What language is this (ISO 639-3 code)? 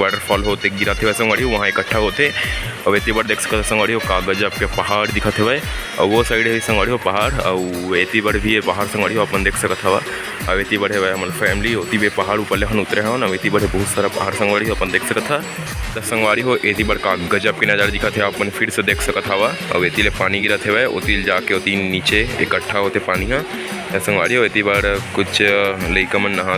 hne